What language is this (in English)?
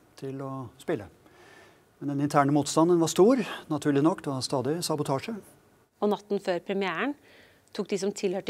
Norwegian